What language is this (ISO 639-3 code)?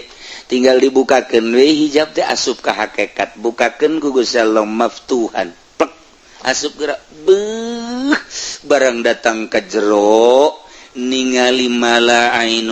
sun